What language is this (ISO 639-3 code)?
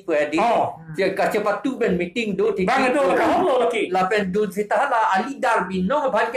mjw